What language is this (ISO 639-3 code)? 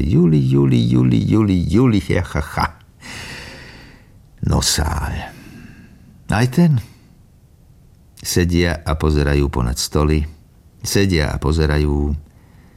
slk